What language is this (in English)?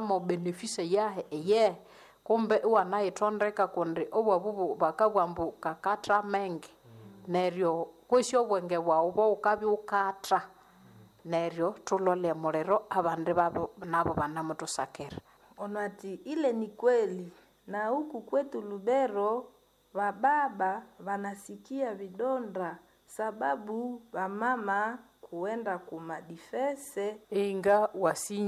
Nande